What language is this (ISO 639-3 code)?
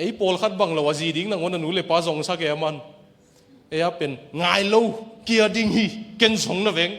ctd